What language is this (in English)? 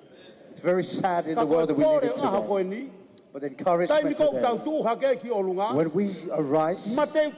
Tongan